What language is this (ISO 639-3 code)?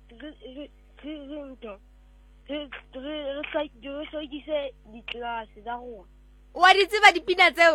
sot